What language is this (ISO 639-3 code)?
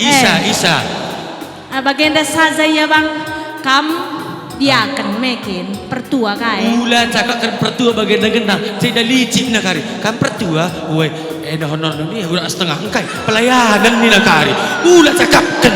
btx